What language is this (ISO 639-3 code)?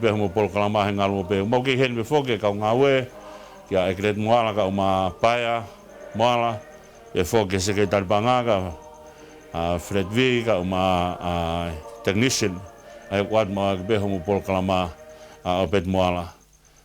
ton